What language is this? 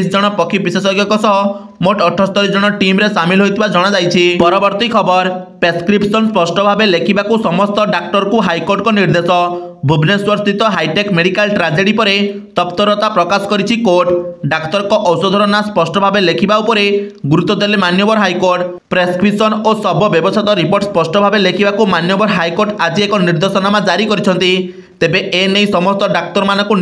Odia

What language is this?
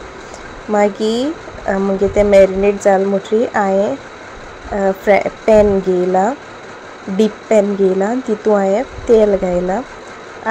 Konkani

